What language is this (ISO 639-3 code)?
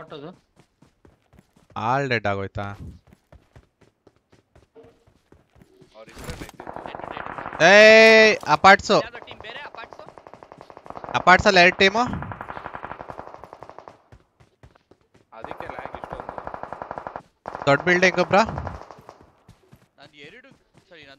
kan